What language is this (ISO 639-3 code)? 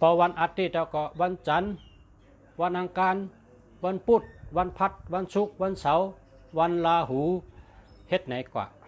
shn